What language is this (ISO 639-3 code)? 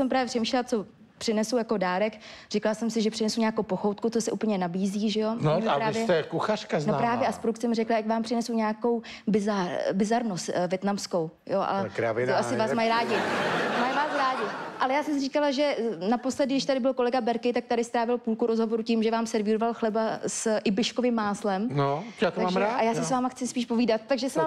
ces